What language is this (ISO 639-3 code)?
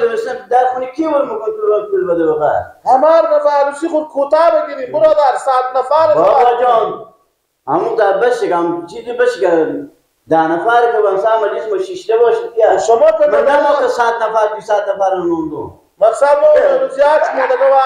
fas